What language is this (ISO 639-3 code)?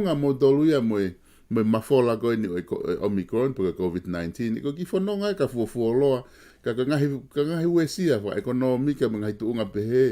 ton